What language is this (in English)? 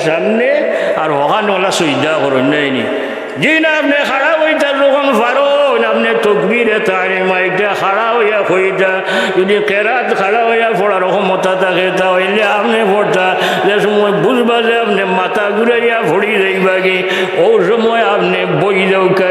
Sylheti